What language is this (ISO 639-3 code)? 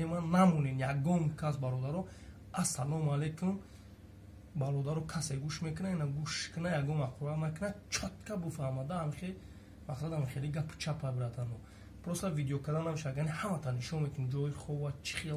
tgk